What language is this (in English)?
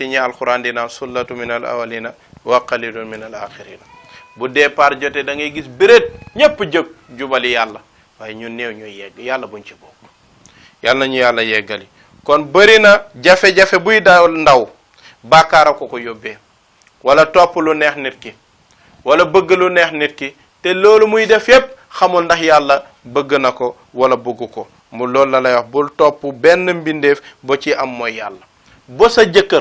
Wolof